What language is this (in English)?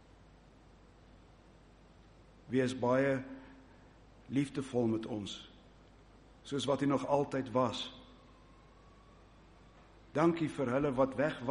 Afrikaans